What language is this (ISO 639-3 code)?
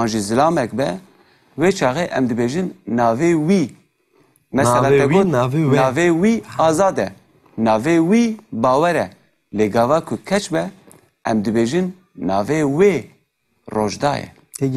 kur